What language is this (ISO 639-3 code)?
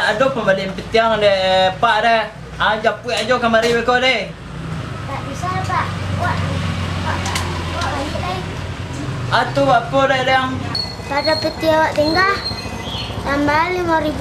min